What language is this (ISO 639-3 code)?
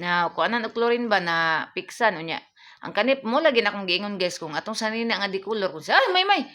ceb